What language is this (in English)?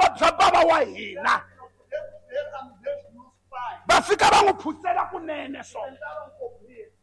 Tsonga